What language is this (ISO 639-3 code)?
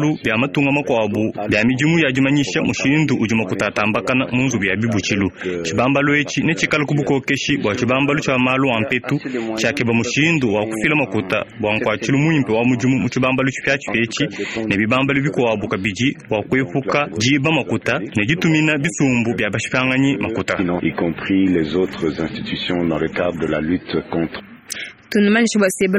lua